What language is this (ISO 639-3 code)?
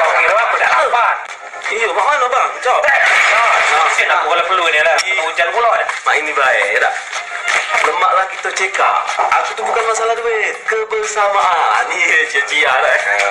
mui